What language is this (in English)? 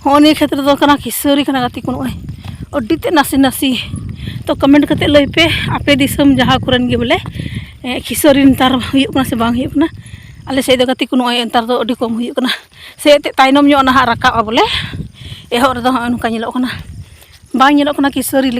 Santali